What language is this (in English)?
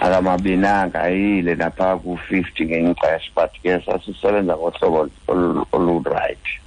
Xhosa